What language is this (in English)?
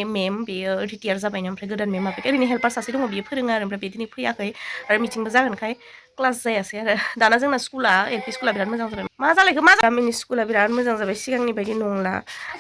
Bodo